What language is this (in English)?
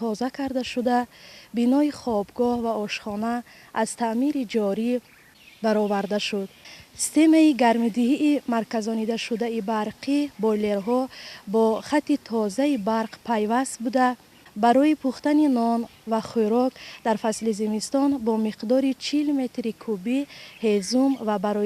Tajik